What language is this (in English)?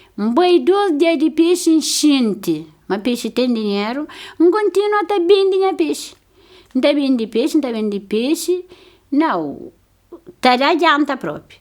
Kabuverdianu